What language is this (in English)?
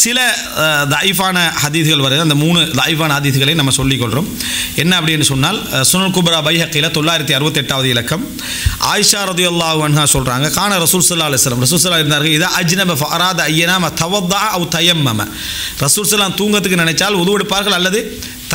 Tamil